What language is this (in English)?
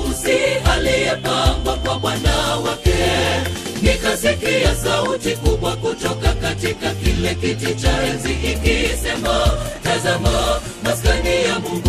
Swahili